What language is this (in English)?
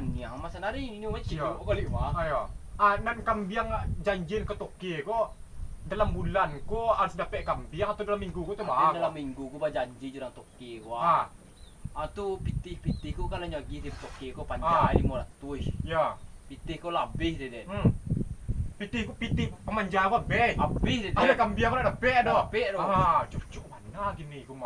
Minangkabau